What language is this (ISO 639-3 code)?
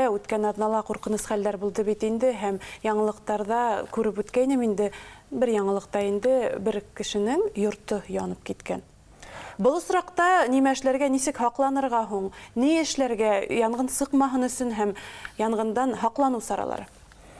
bak